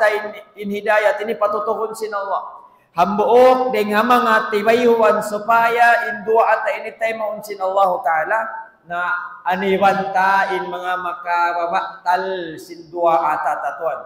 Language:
Tausug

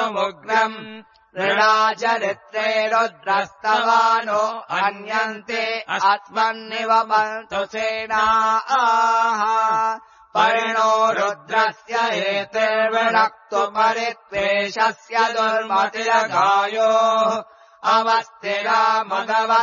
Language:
Sanskrit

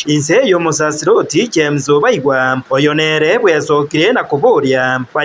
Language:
Gusii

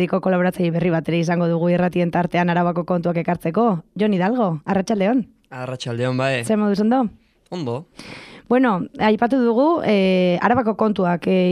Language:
Basque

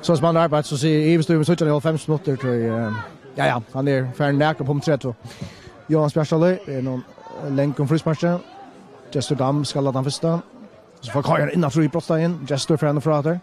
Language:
Faroese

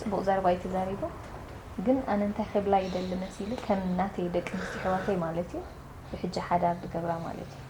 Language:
Tigrinya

